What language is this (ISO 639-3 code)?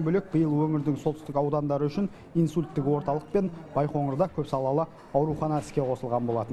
kaz